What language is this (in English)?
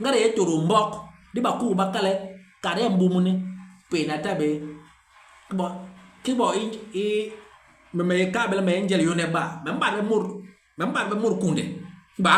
Basaa